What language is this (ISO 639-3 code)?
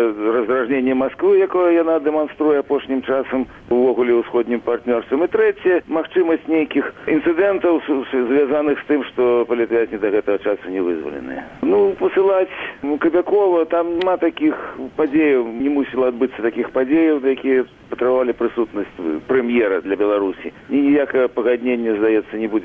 bel